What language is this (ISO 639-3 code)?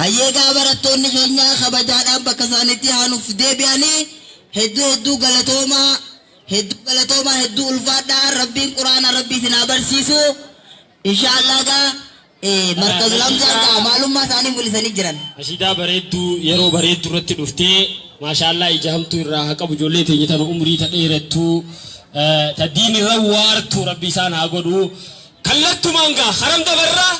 orm